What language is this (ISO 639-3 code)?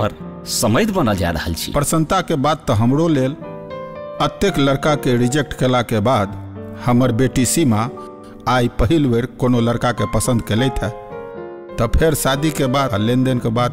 mai